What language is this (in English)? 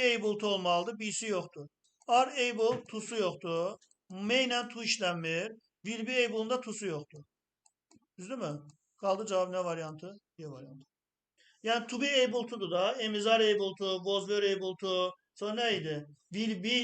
Azerbaijani